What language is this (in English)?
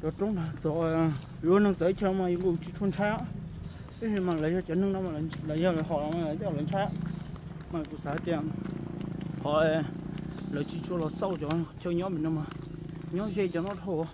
Hmong